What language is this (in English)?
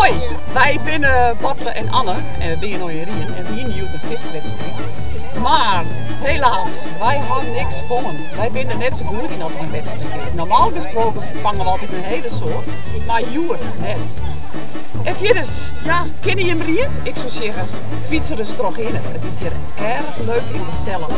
Western Frisian